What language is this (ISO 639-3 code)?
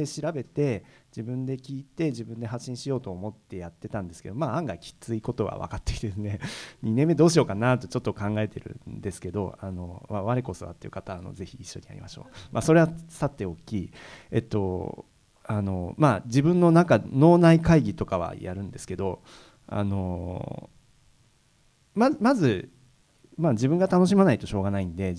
jpn